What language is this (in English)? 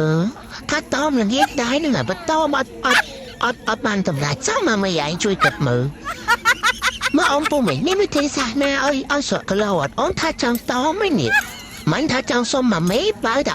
Khmer